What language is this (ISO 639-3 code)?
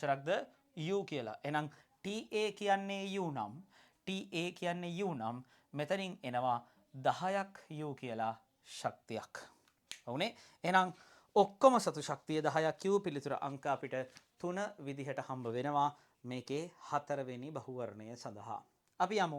sin